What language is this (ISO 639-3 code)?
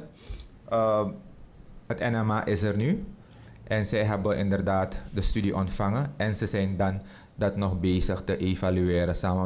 nld